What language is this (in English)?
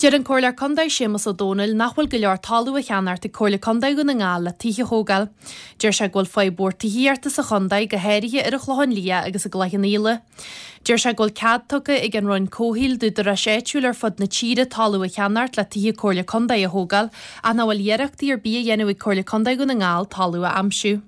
Irish